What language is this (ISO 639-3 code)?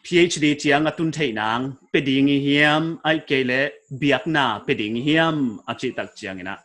pck